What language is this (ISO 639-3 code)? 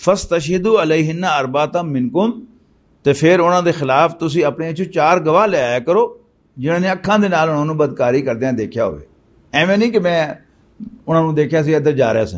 lah